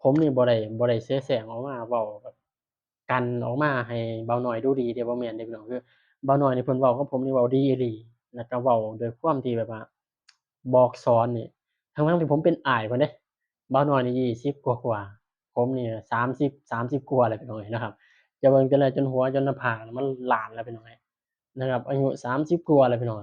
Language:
Northeastern Thai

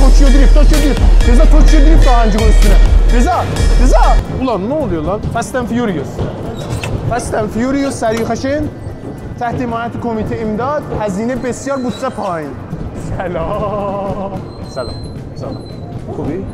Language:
South Azerbaijani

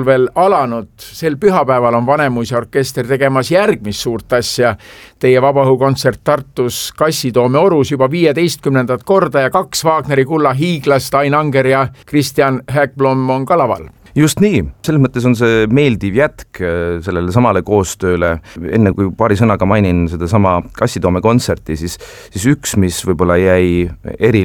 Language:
Estonian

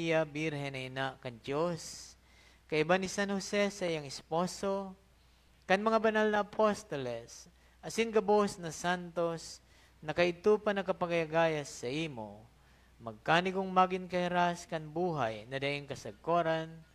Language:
Bikol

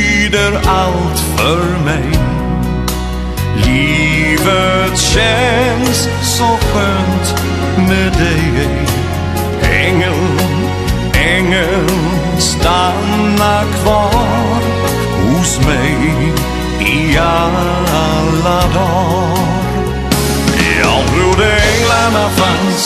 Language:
Swedish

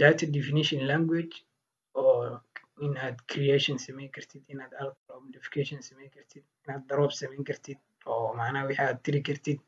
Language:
Somali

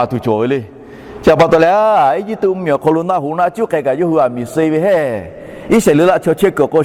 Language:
Lahu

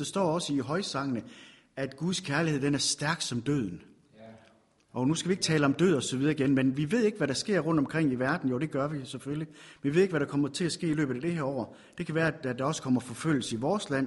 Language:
Danish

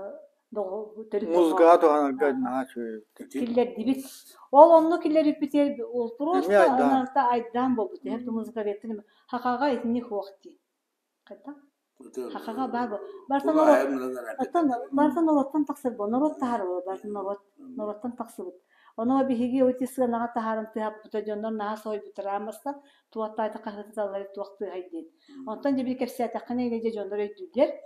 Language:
Yakut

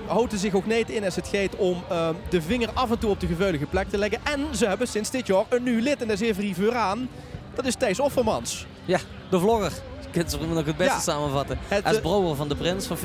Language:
Limburgish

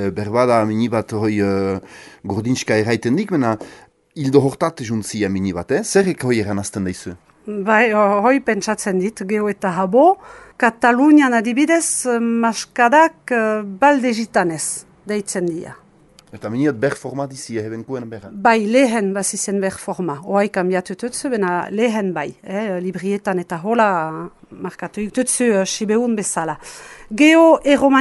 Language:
Basque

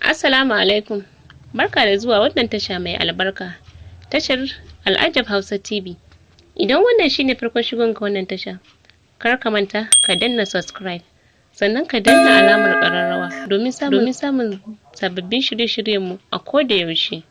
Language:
Hausa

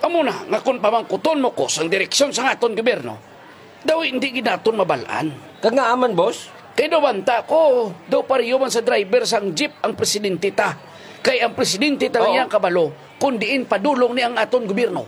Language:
Hiligaynon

